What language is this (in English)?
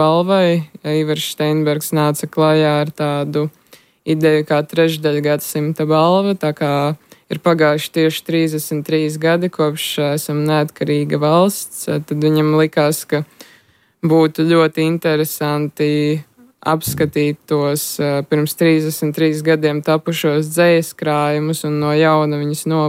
Latvian